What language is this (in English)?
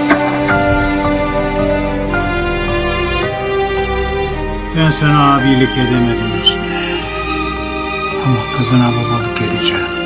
Turkish